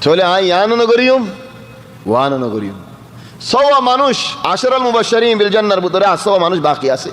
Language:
Rohingya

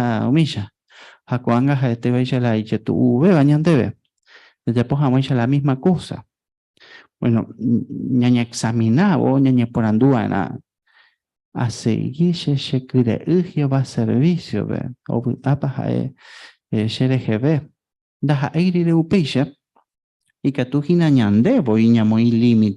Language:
Guarani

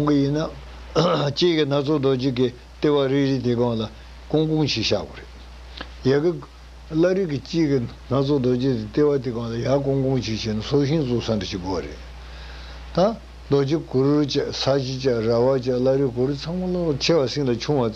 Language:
Tibetan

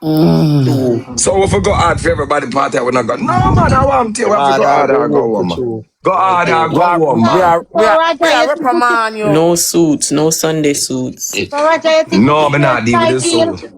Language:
Jamaican Creole English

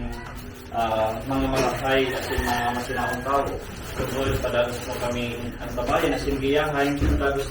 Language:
Bikol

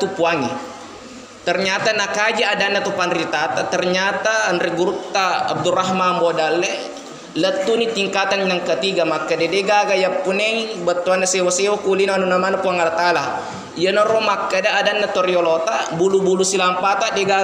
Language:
Buginese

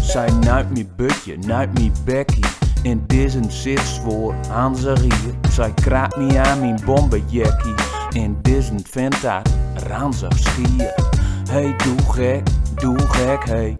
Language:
Gronings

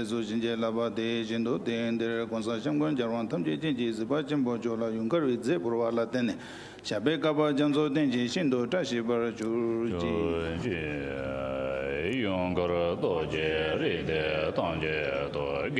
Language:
Tibetan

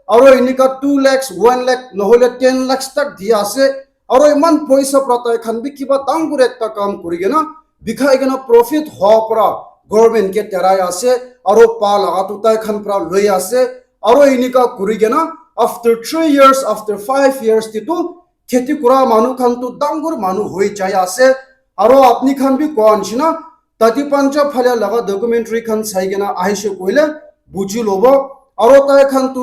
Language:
Naga Pidgin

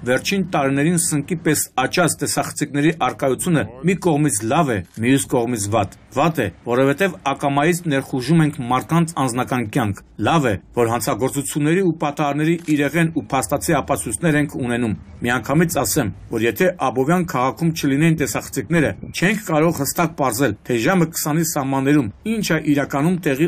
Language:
Armenian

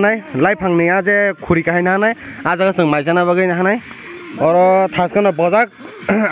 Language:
Kok Borok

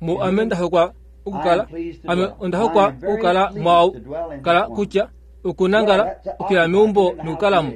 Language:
Kuanyama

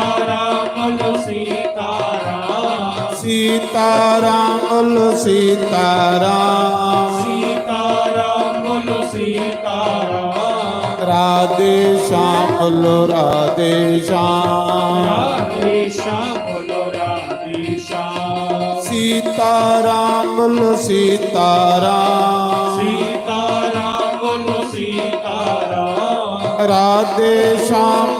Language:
Dogri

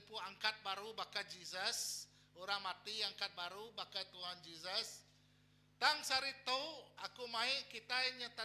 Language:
Iban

